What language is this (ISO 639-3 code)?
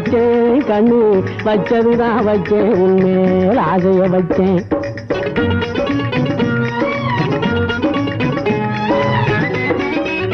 tam